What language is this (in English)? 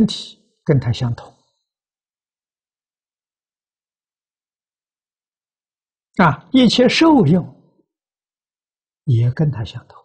Chinese